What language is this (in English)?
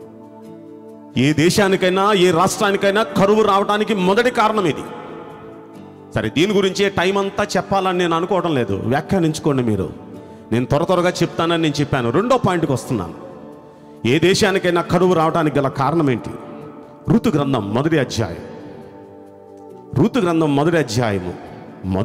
Telugu